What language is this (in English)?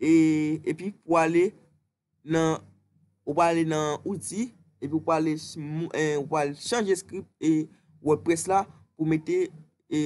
Haitian Creole